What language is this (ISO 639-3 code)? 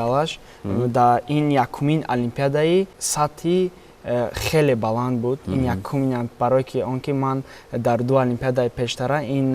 tgk